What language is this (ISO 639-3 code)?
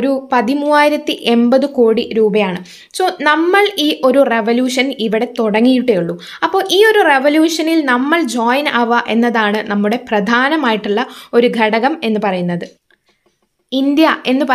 mal